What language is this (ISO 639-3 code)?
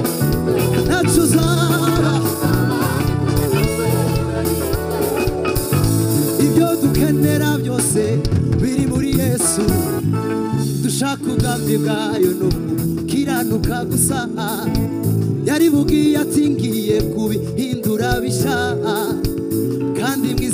kin